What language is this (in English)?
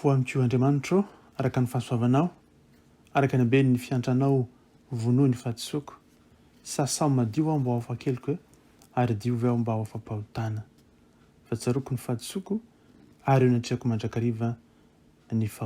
Malagasy